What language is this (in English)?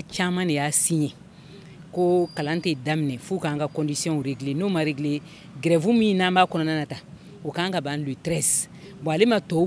Bambara